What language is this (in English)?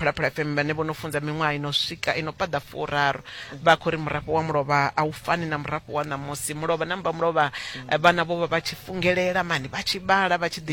Venda